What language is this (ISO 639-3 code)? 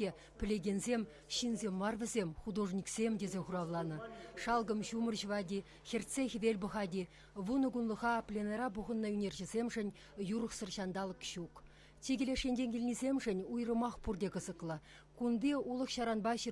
chv